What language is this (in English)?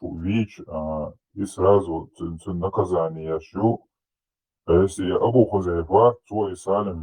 Chechen